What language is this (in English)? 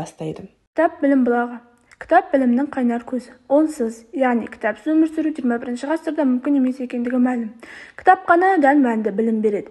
Kazakh